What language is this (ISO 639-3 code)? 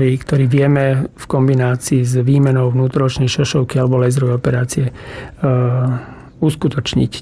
slk